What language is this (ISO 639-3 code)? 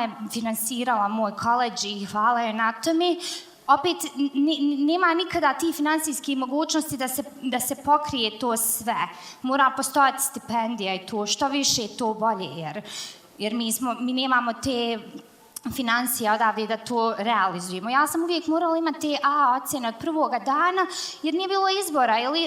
bos